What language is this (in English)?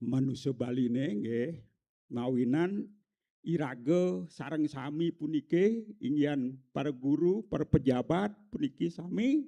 Balinese